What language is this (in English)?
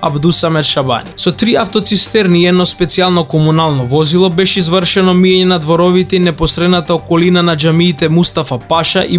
Macedonian